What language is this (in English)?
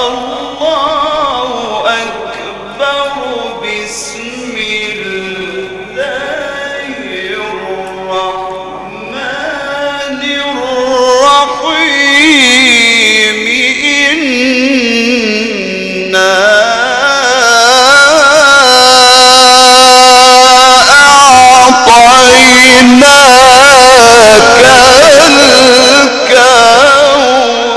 Arabic